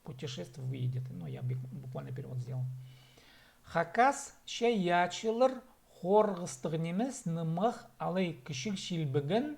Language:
Khakas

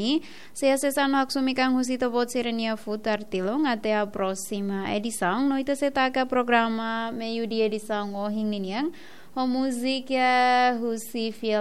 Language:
Tetum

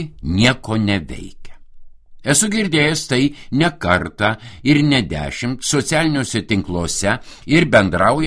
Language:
Lithuanian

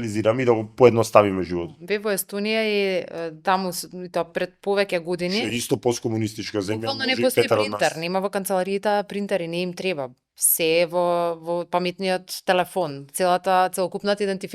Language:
Macedonian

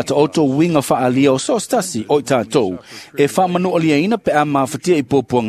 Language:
Samoan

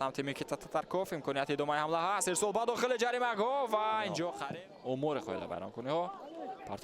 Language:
Tajik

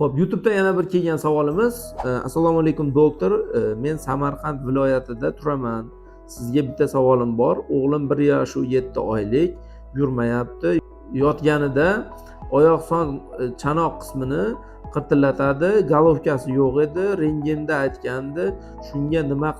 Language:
Uzbek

